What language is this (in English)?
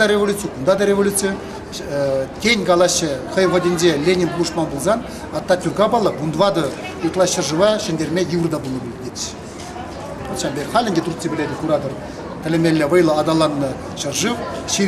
Chuvash